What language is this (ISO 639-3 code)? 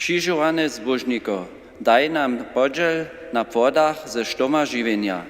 hsb